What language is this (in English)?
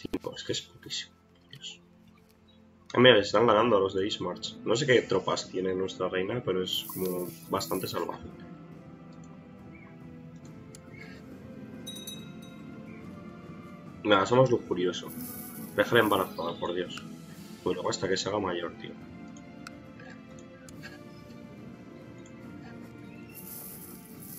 Spanish